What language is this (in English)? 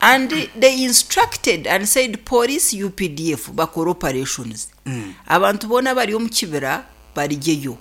Nyankole